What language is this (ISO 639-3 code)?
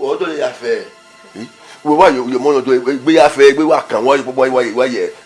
bin